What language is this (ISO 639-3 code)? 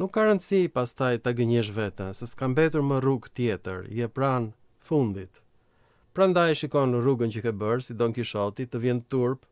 sqi